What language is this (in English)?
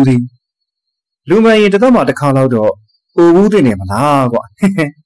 Burmese